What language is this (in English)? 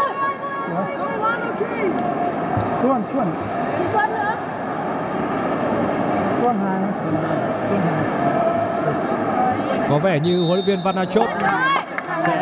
Vietnamese